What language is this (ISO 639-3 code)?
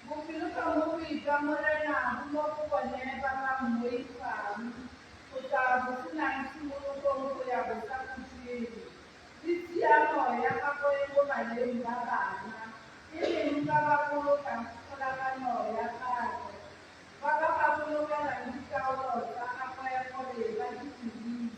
tsn